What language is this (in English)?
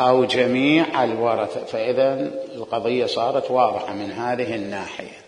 Mesopotamian Arabic